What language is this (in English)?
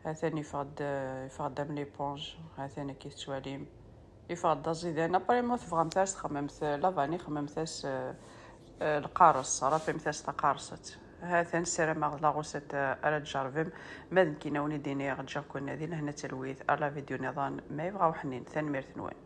Kabyle